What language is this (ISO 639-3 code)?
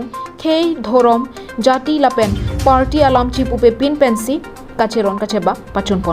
mjw